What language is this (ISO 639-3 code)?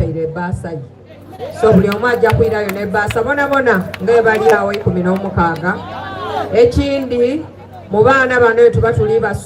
xog